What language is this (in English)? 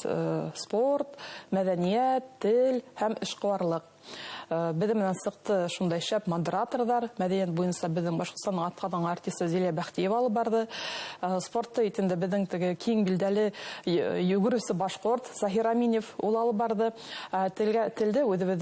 Bashkir